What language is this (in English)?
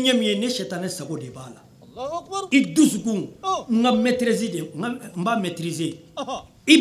Bambara